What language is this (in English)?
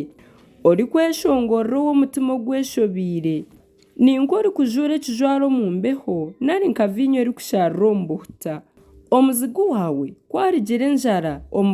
Nyankole